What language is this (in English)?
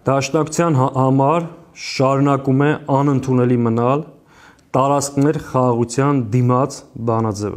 Armenian